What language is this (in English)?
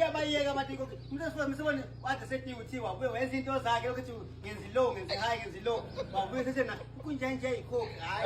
Zulu